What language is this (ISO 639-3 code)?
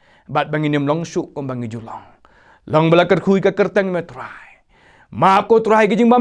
kha